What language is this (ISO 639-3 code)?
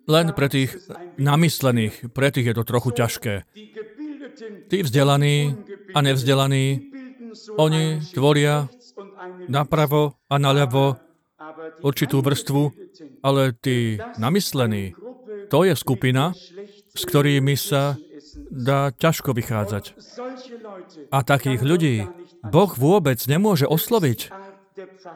slk